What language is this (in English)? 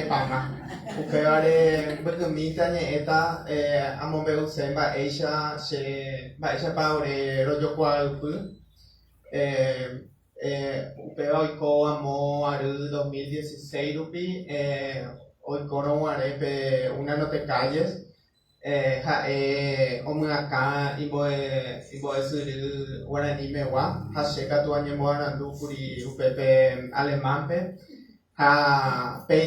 Guarani